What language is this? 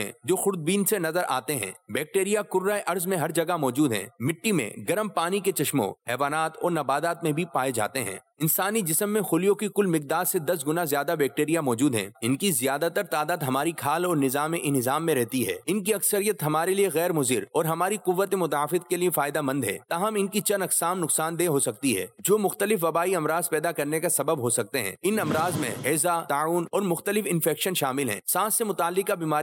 Urdu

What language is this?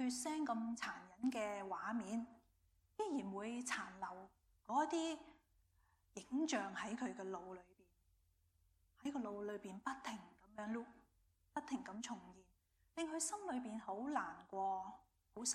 Cantonese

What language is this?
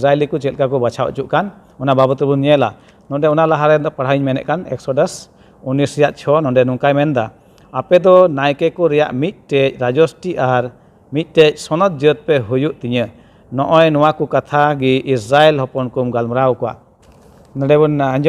Santali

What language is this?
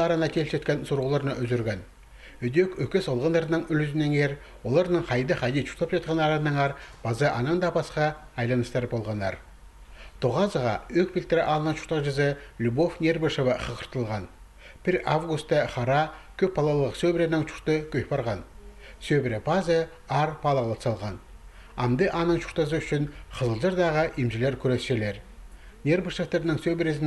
Khakas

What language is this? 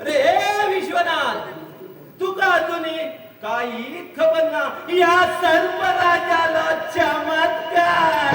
Konkani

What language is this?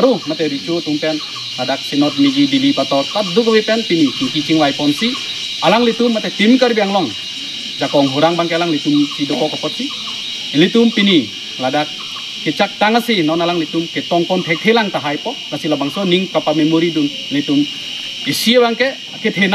Karbi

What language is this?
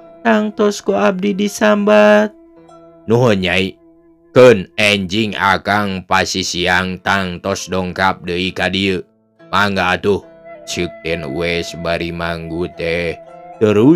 Sundanese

